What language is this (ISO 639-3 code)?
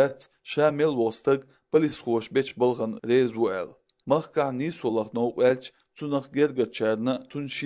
che